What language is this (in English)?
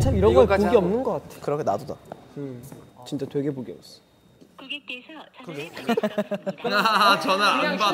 Korean